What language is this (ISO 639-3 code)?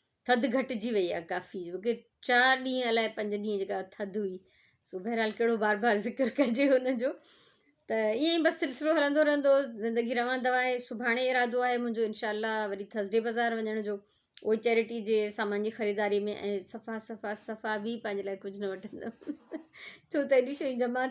snd